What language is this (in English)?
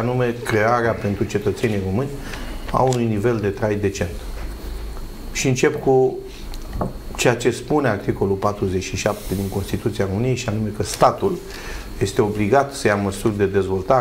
Romanian